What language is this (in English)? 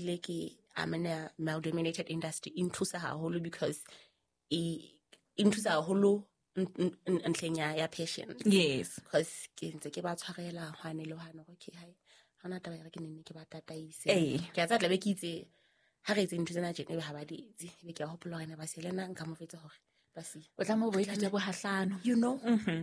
Southern Sotho